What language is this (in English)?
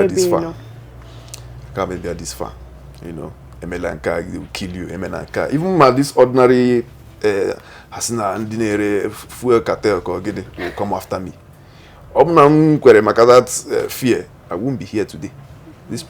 Igbo